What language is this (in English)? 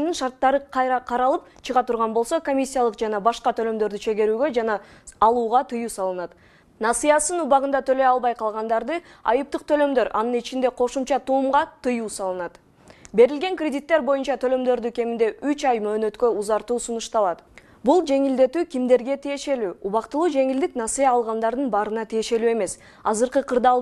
Kyrgyz